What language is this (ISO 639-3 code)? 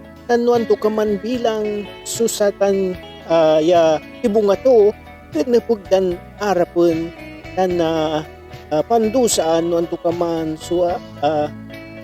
pag